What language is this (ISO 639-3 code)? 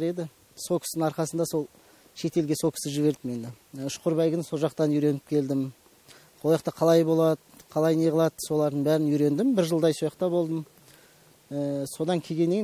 kaz